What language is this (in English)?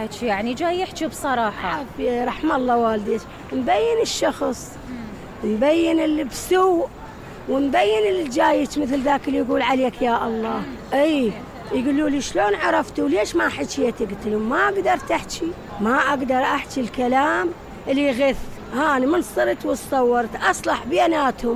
Mesopotamian Arabic